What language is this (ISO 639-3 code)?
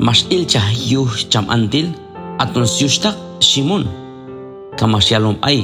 kjb